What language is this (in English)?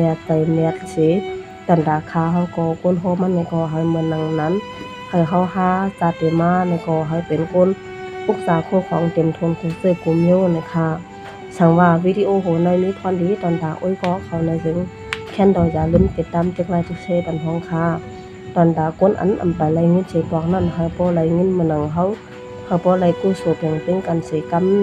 Shan